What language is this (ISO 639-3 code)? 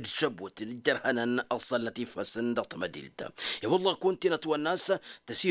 taq